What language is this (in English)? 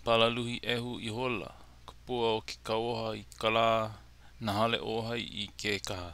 Hawaiian